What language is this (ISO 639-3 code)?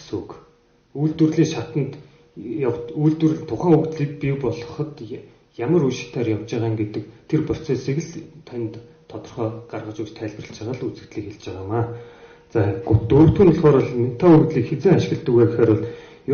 mon